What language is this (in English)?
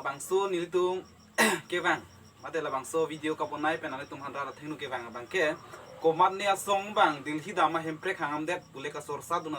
Karbi